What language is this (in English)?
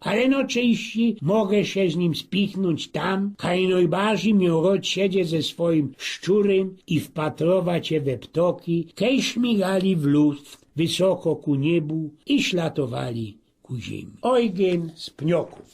Silesian